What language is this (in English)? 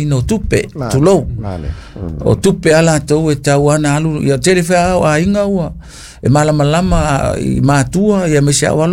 Samoan